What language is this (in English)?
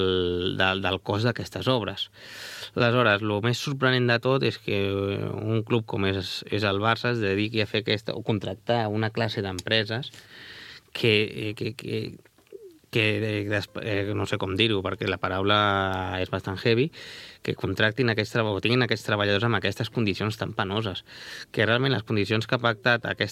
Catalan